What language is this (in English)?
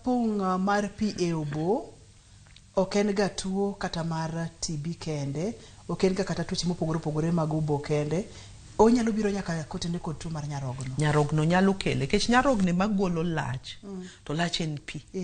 Luo (Kenya and Tanzania)